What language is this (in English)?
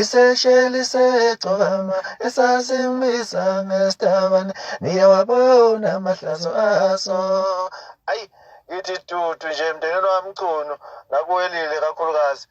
Zulu